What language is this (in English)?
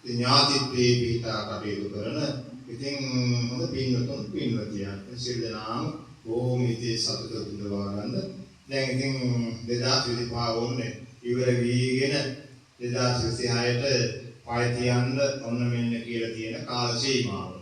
Sinhala